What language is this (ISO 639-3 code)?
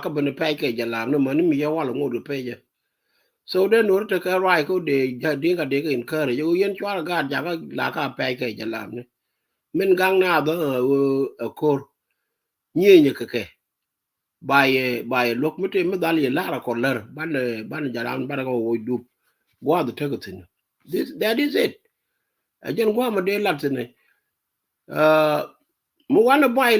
nus